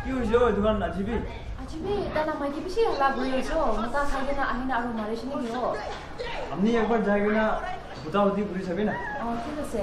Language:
Naga Pidgin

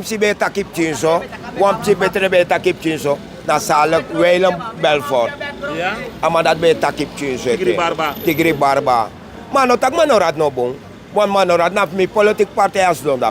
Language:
Sranan Tongo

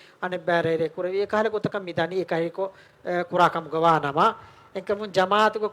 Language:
Divehi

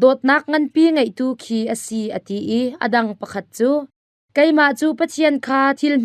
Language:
Hakha Chin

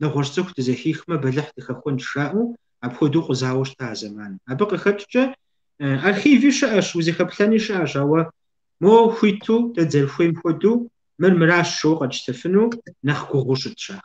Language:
Kabardian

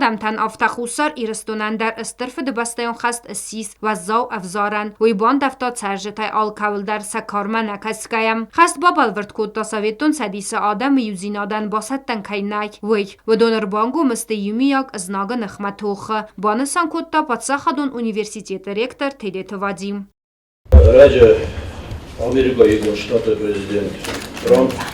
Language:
Ossetic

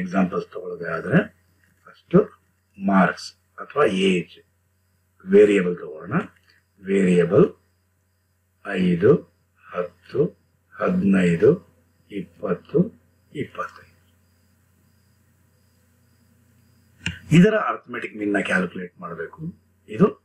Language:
Kannada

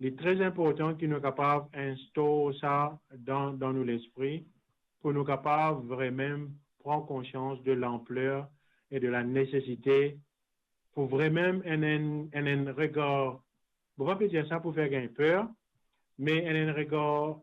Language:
Morisyen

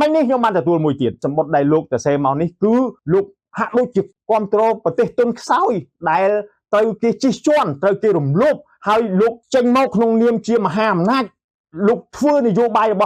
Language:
Khmer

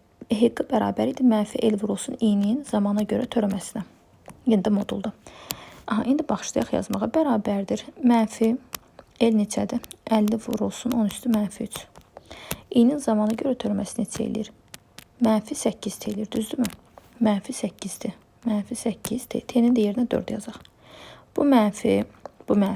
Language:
Azerbaijani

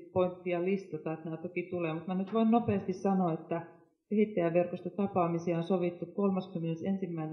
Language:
Finnish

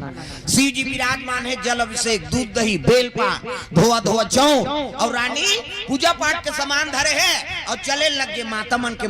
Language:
Chhattisgarhi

